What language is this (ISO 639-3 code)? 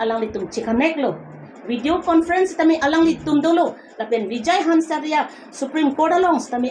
mjw